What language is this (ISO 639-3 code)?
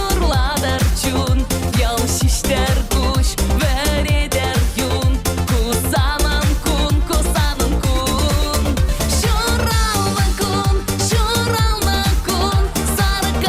chv